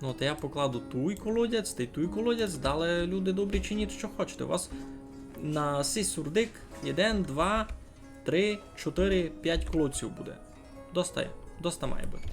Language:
Rusyn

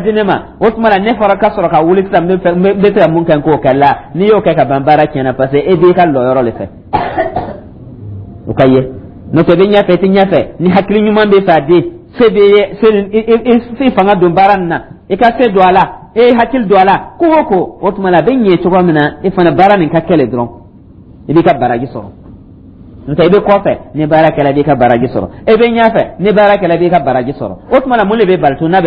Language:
Dyula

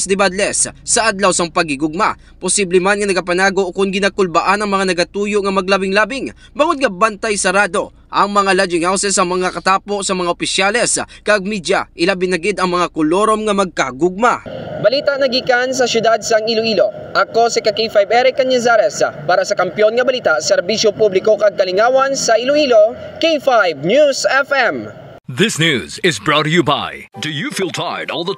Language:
Hiligaynon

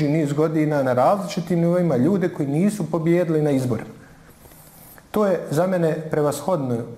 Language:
Bosnian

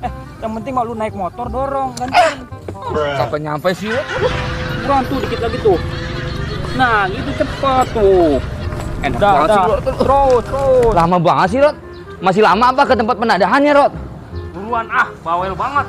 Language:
Betawi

